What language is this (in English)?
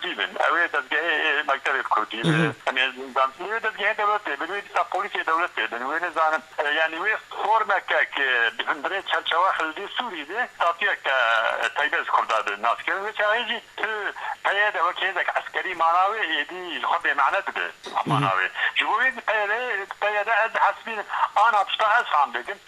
Kurdish